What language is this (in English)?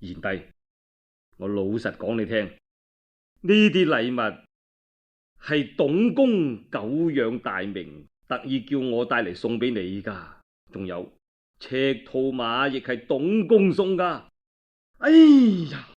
Cantonese